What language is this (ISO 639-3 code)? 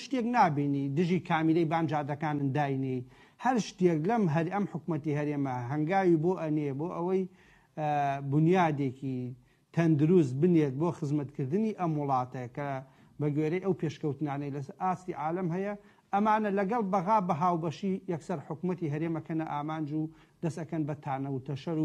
ckb